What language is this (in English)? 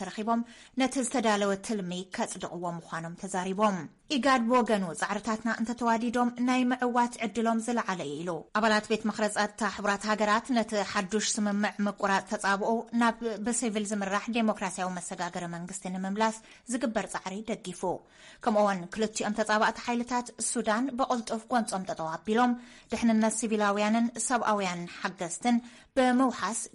Tigrinya